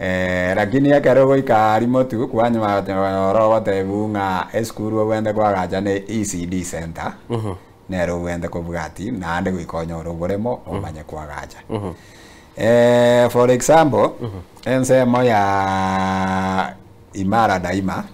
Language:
Gusii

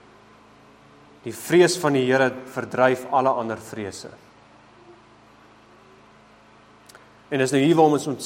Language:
Afrikaans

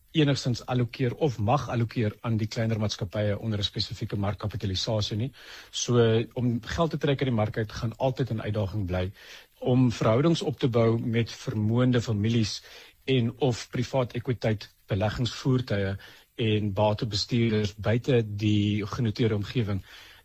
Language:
Afrikaans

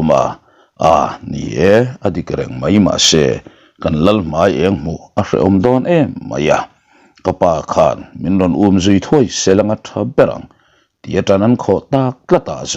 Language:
Mizo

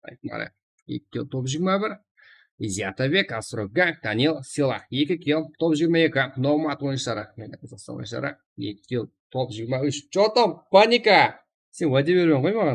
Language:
Kara-Kalpak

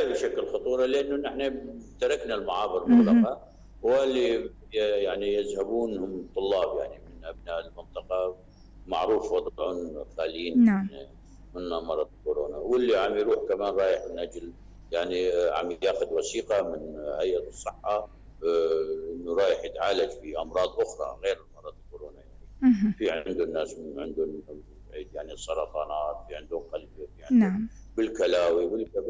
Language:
North Levantine Arabic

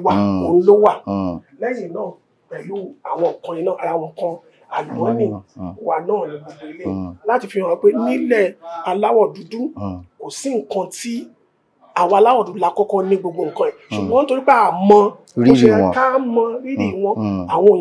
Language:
Yoruba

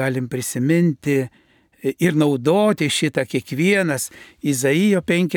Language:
Lithuanian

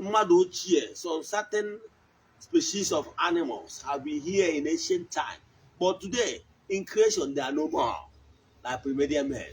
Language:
Igbo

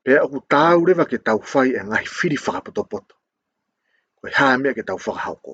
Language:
Tongan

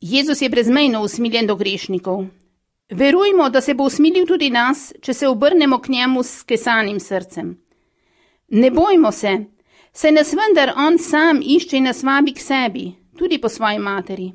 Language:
Slovenian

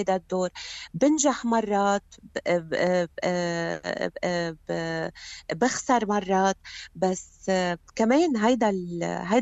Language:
North Levantine Arabic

